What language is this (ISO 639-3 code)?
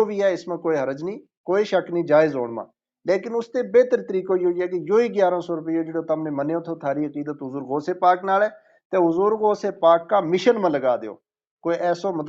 gju